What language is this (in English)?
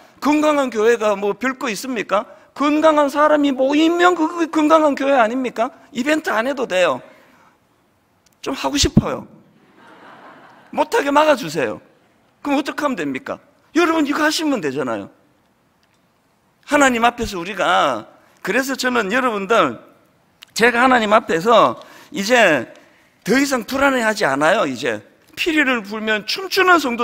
Korean